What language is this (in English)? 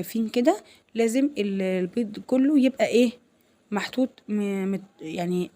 Egyptian Arabic